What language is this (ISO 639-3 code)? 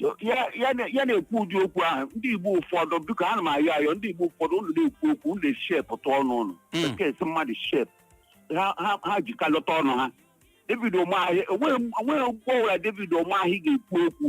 ibo